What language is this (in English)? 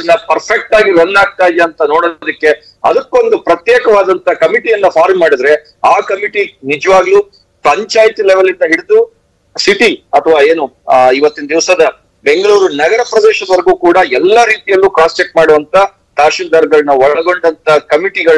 Kannada